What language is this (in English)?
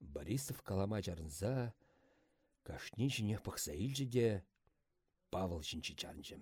Chuvash